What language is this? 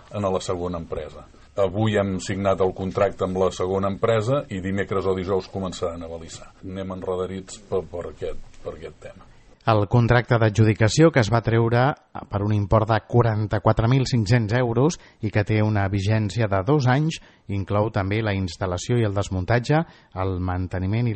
Catalan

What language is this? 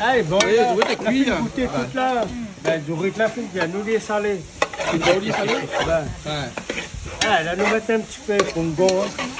Réunion Creole French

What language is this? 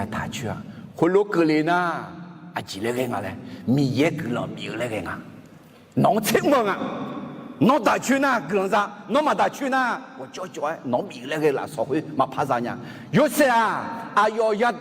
Akha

